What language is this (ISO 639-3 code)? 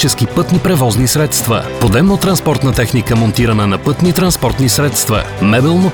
bul